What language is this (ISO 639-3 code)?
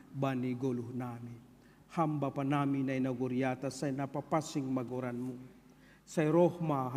bts